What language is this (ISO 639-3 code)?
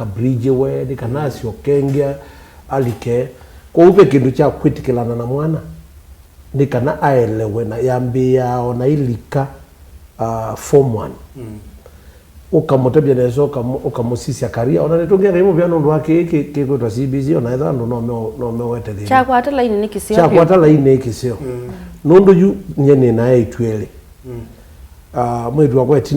kam